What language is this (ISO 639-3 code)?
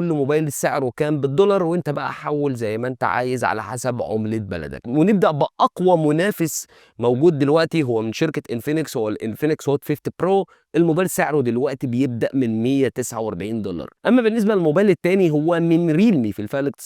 arz